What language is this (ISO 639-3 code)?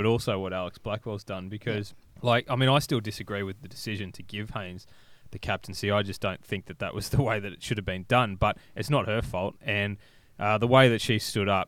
eng